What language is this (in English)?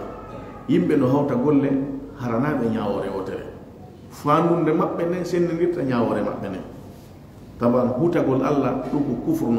Fula